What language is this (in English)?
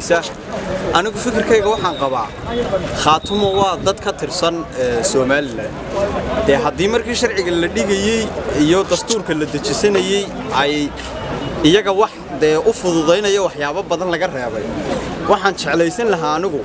Somali